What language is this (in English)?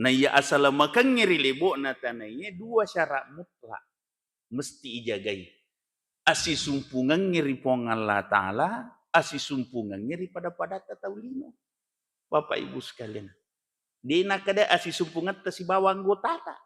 Buginese